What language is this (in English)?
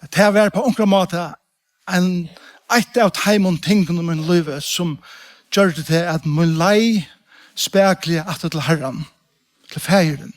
Faroese